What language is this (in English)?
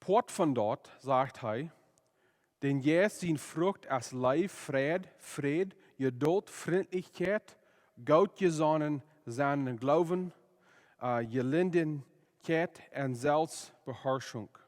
Plautdietsch